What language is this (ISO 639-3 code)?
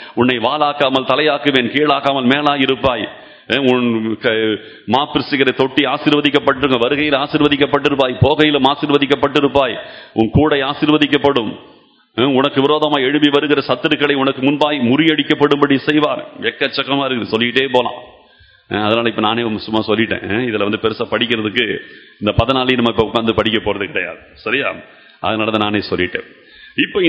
tam